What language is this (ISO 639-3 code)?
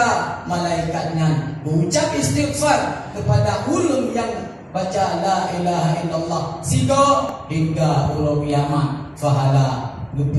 ace